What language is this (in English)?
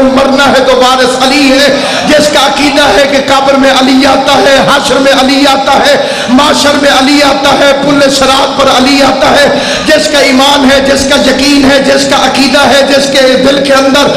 Urdu